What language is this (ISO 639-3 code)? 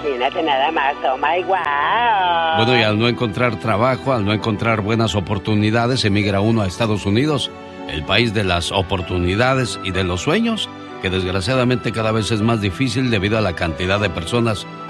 spa